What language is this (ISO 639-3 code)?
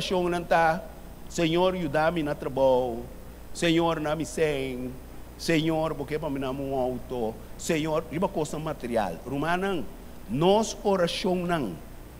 pap